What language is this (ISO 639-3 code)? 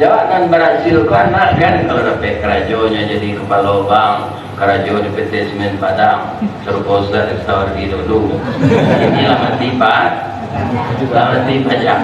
min